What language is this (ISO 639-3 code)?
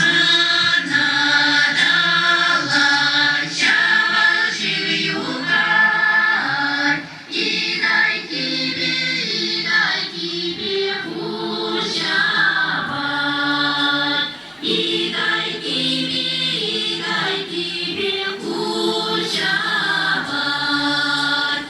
chv